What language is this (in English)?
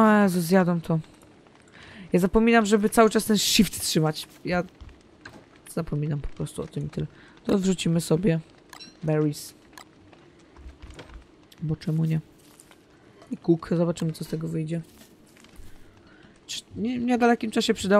Polish